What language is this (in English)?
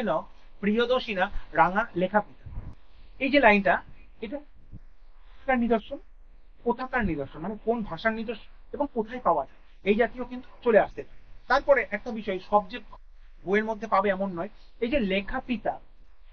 Bangla